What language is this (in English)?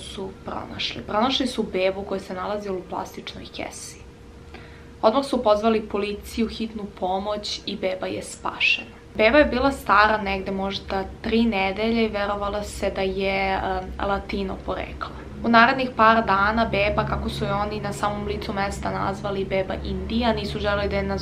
Serbian